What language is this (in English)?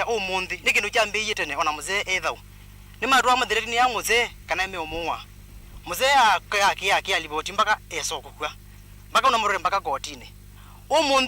Kamba